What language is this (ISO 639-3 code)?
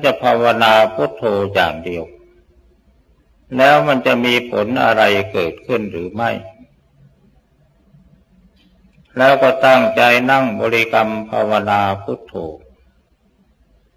tha